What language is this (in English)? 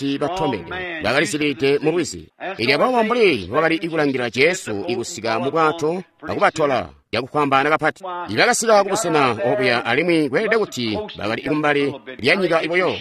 Tonga (Zambia)